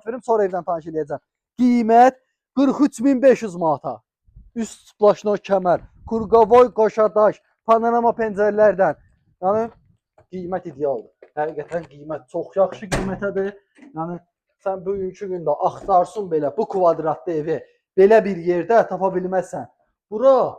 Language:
Azerbaijani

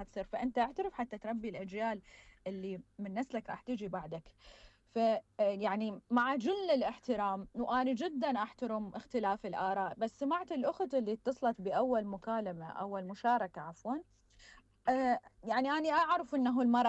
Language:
Mesopotamian Arabic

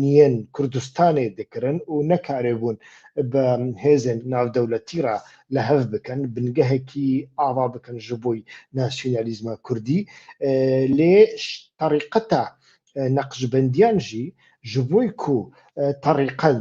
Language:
Central Kurdish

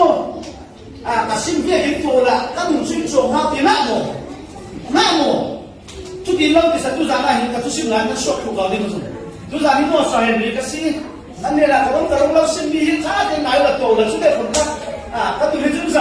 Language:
Falam Chin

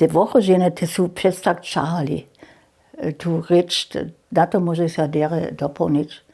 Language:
Upper Sorbian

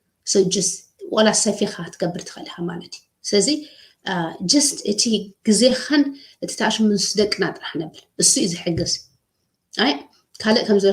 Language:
Tigrinya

